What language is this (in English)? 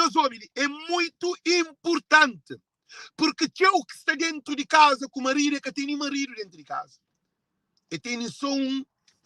Kabuverdianu